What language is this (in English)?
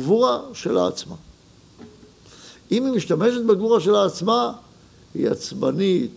Hebrew